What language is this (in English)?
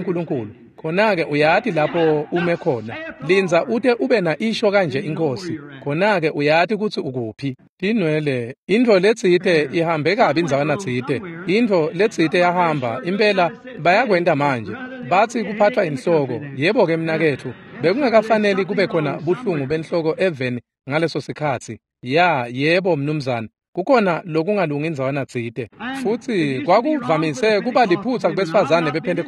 Swati